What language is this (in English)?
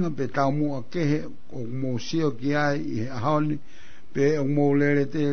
Tongan